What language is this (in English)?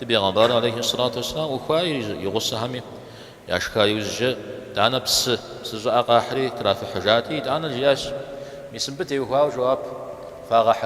Kabardian